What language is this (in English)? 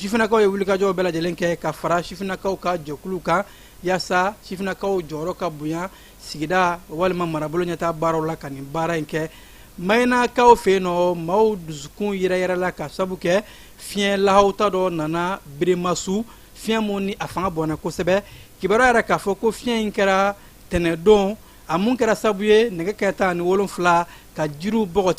Bambara